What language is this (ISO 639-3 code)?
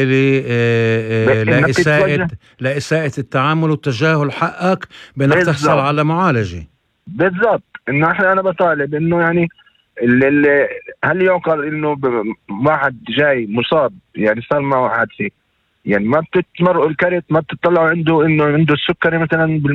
apc